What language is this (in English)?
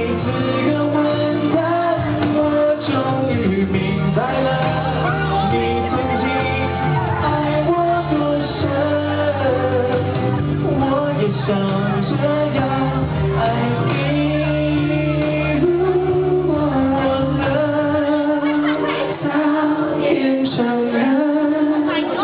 Chinese